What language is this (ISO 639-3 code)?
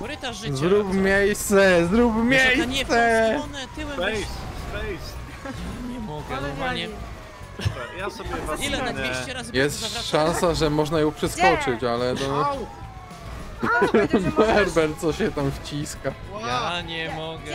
pol